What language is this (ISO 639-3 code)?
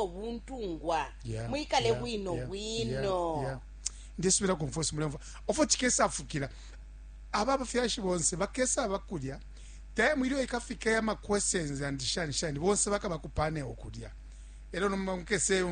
bem